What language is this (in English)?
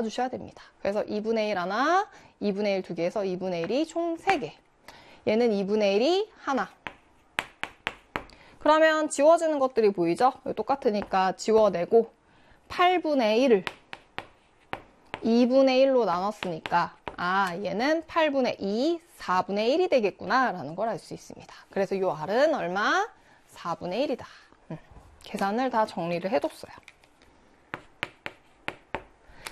Korean